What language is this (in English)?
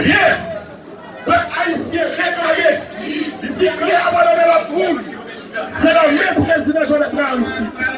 Haitian Creole